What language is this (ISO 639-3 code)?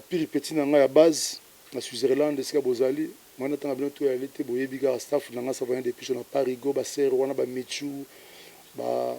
lin